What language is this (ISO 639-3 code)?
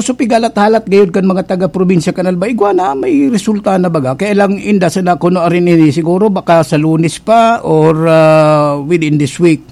bik